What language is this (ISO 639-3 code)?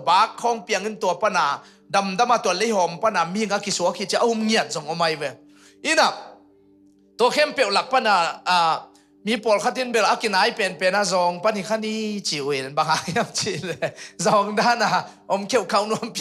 ctd